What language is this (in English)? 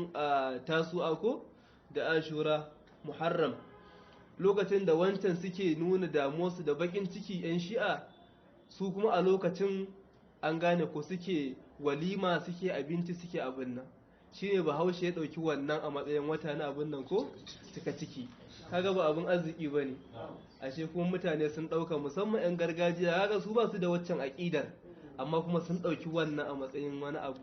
Hausa